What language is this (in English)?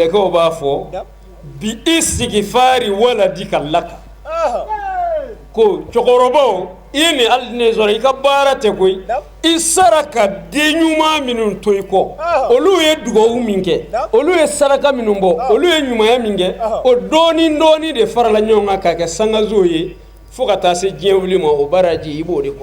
Bambara